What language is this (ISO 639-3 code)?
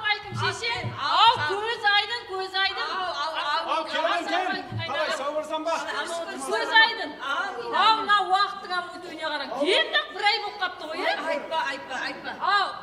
kaa